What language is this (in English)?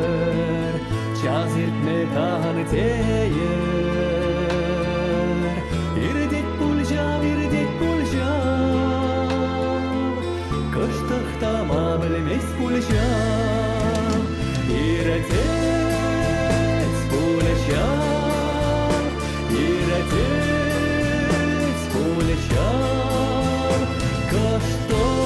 Chuvash